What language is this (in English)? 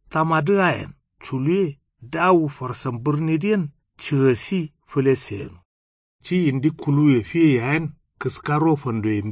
Kanuri